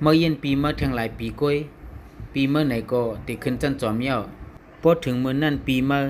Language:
Shan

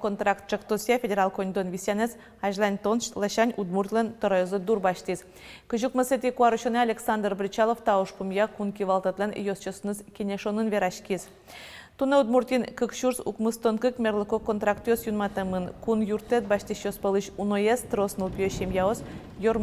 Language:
Udmurt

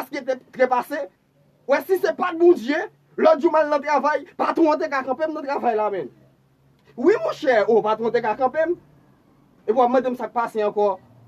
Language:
Haitian Creole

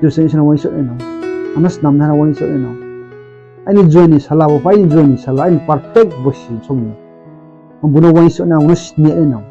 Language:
Riang (India)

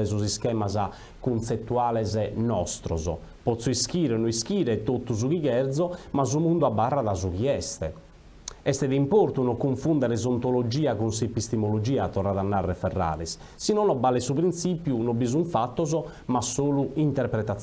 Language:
Sardinian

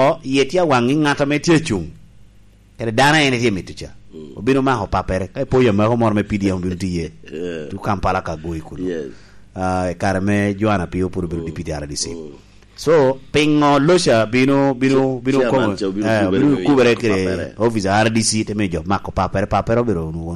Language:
Lango (Uganda)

